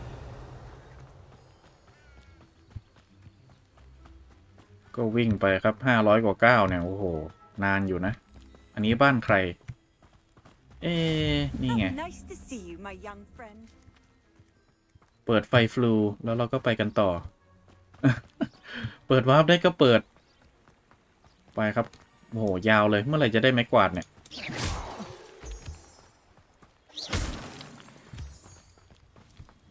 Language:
Thai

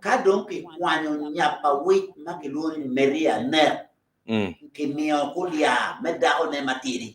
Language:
Acoli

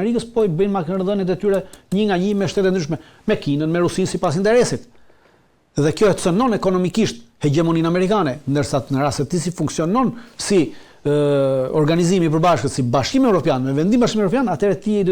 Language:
Albanian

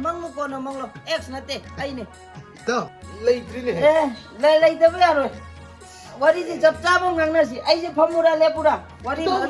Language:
Manipuri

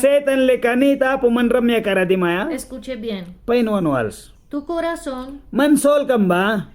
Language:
Mískito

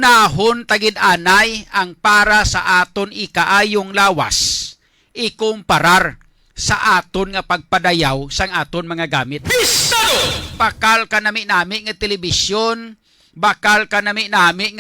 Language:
Hiligaynon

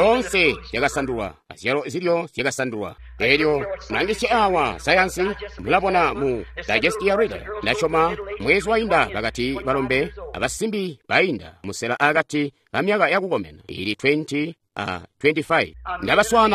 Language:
Tonga (Zambia)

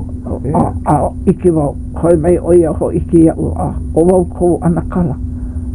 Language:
Hawaiian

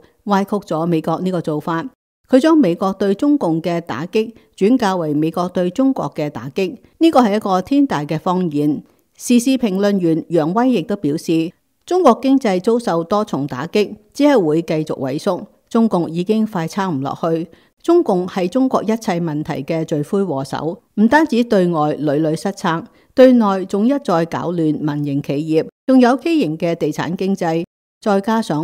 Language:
Cantonese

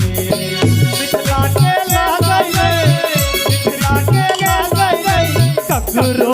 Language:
Maithili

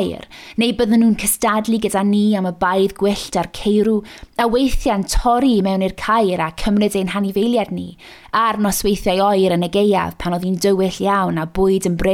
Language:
Welsh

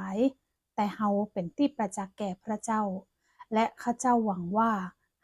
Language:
Northern Thai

